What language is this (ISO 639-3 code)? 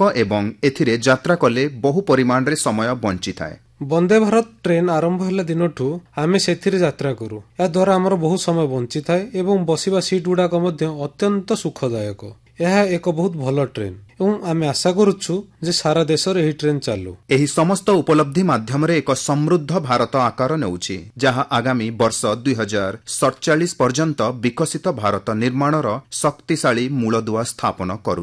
ori